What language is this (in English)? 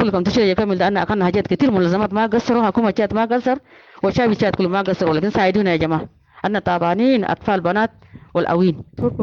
Sudanese Arabic